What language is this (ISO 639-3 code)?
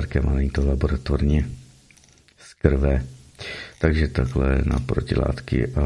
ces